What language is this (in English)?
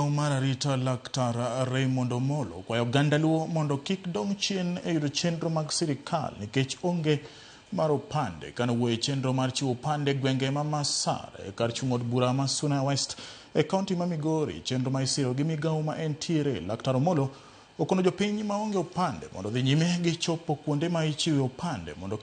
Luo (Kenya and Tanzania)